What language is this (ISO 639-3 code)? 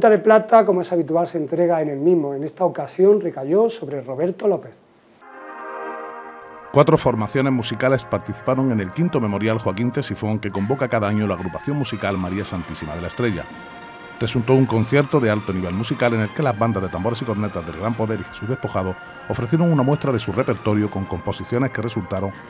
spa